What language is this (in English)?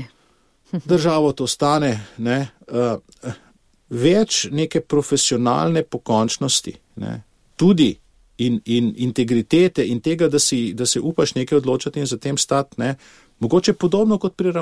Slovenian